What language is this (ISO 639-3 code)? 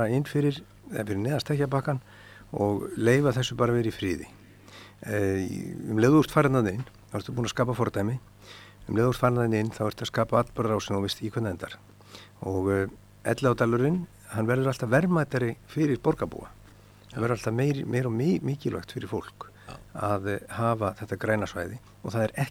isl